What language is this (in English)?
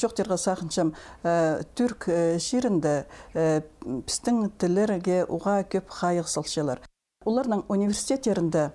Khakas